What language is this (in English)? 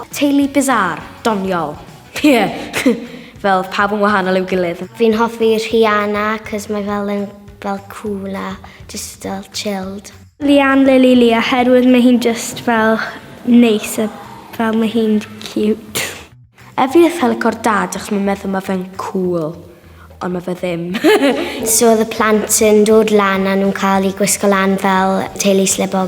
Welsh